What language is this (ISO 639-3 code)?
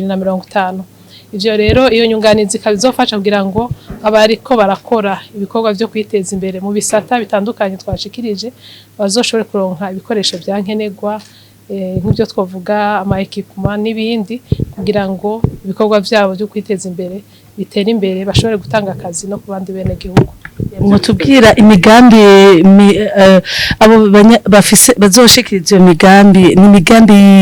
run